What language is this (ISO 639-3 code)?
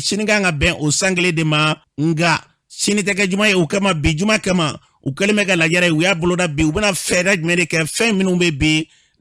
bam